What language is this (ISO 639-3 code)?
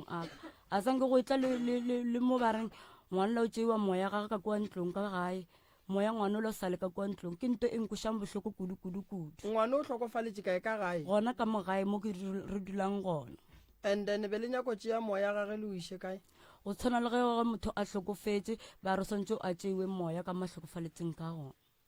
nso